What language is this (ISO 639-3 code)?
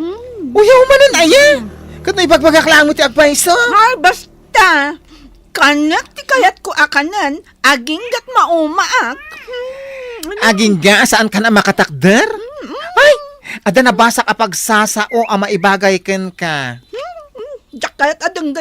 ilo